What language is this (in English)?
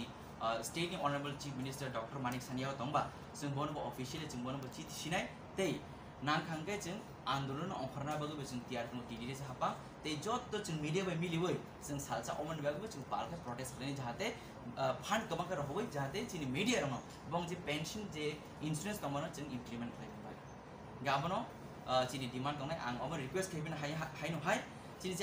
Kok Borok